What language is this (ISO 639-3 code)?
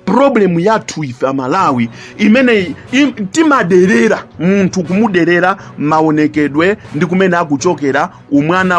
nya